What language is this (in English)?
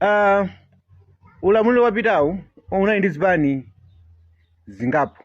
Nyanja